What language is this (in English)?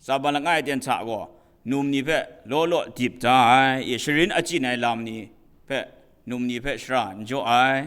Kachin